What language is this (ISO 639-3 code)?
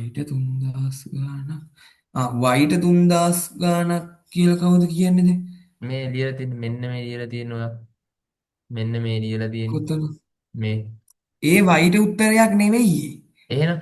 sin